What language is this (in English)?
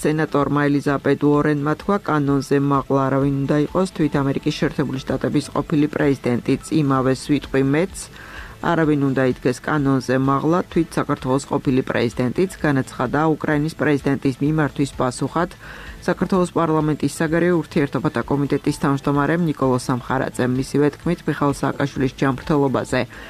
Georgian